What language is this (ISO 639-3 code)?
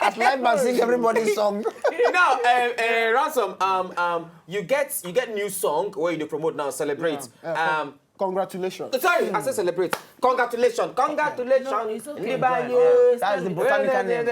pcm